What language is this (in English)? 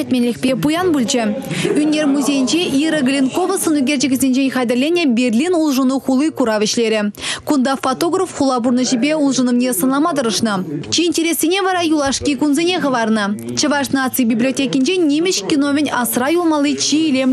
Chuvash